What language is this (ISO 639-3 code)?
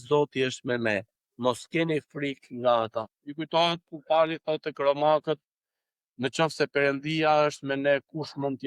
sqi